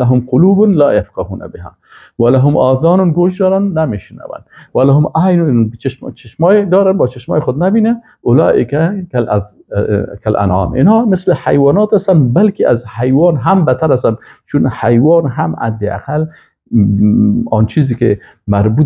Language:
Persian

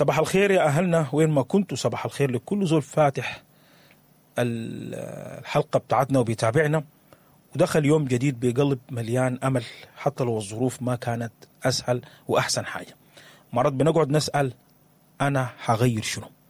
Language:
Sudanese Arabic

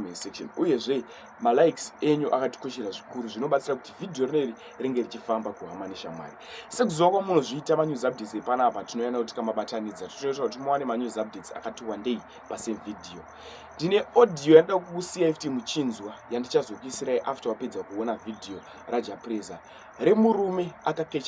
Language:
Shona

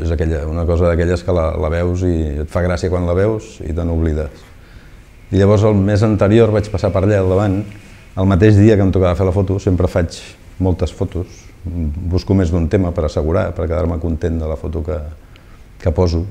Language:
Catalan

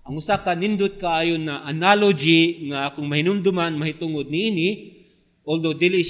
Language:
Cebuano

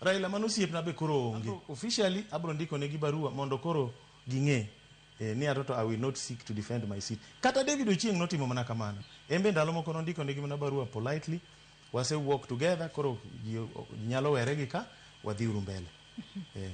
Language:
Luo (Kenya and Tanzania)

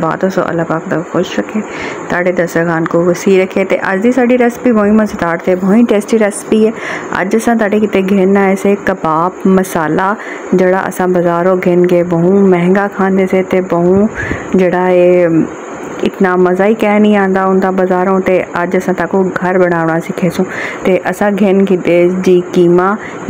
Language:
Saraiki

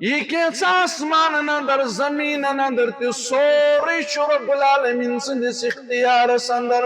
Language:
Kashmiri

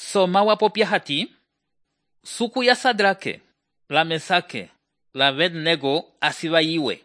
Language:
Umbundu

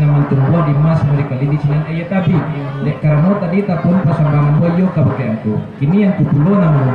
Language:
Minangkabau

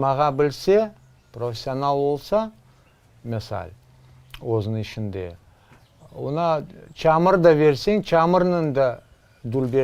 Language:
Crimean Tatar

